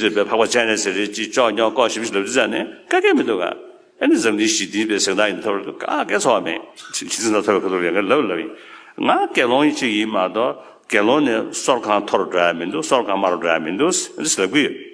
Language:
Tibetan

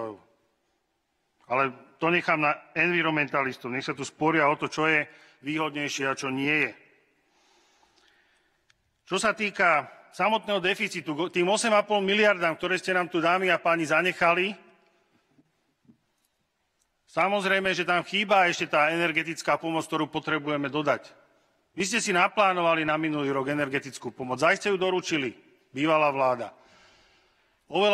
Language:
Slovak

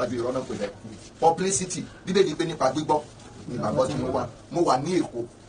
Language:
Yoruba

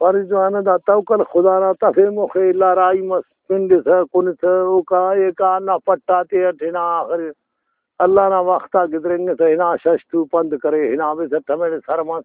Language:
Brahui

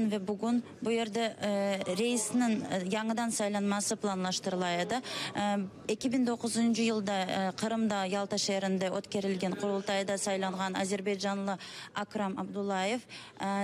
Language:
Crimean Tatar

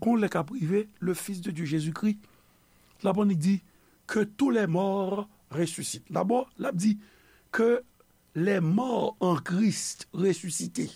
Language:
Haitian Creole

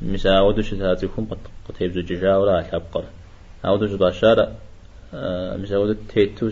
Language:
Kabardian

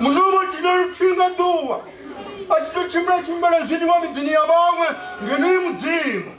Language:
Venda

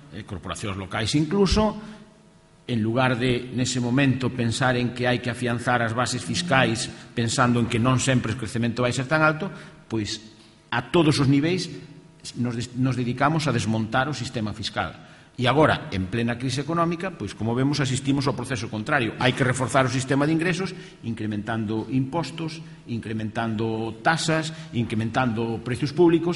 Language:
Galician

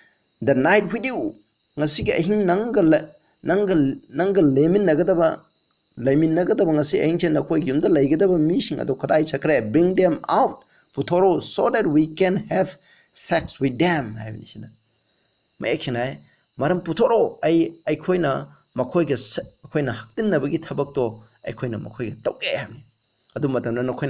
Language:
Manipuri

